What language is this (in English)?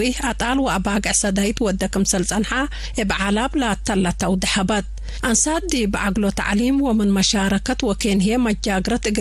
Tigre